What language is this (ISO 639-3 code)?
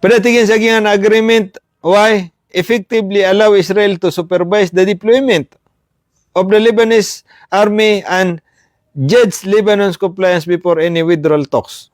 mrw